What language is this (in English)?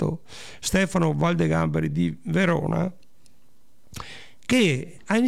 Italian